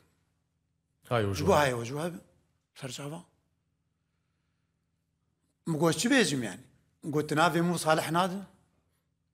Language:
Kurdish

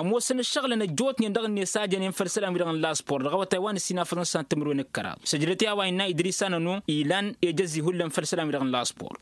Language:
Tamasheq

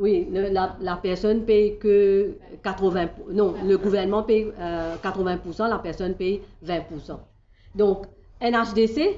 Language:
Morisyen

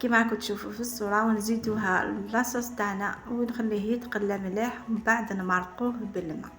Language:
Algerian Arabic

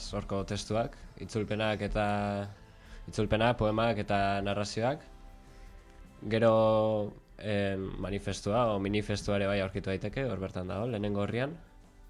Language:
Basque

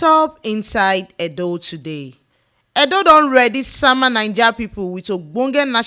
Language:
Nigerian Pidgin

